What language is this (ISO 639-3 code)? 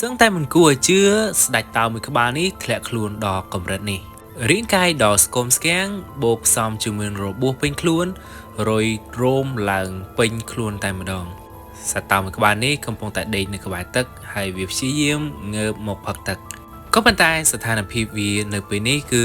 khm